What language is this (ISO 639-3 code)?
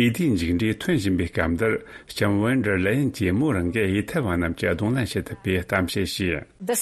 bod